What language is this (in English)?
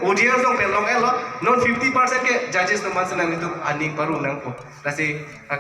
Karbi